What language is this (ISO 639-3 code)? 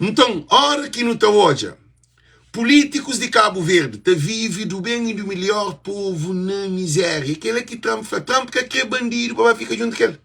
kea